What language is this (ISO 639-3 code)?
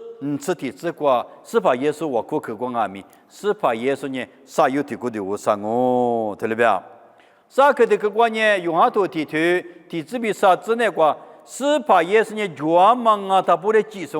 lis